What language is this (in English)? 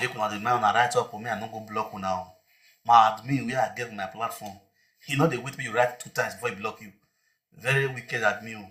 Nigerian Pidgin